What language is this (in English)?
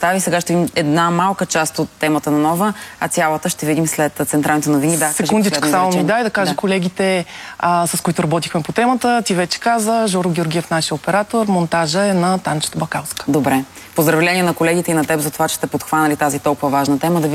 Bulgarian